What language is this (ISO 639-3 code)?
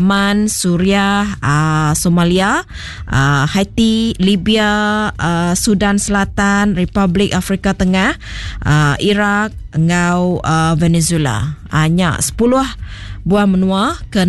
iba